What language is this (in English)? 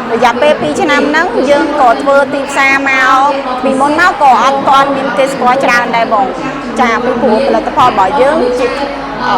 Khmer